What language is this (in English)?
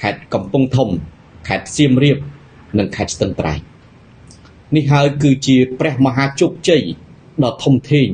Khmer